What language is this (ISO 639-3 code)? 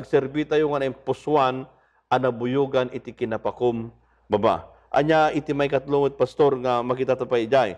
ilo